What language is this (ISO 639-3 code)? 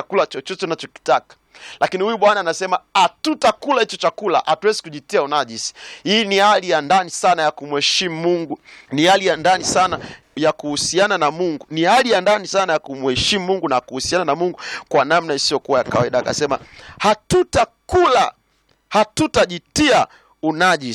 swa